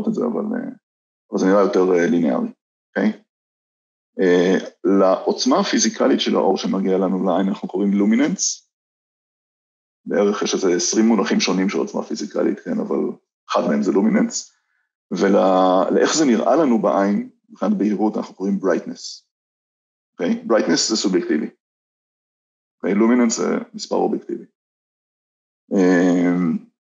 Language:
Hebrew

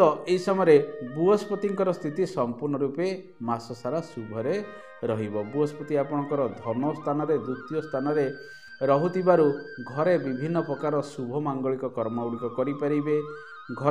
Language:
Odia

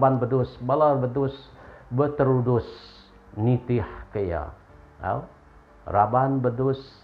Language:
Iban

